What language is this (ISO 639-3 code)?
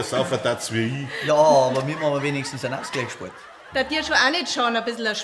bar